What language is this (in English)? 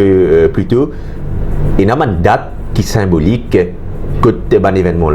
Morisyen